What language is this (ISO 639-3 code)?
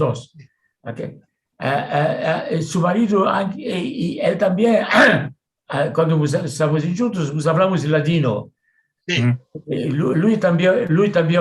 lad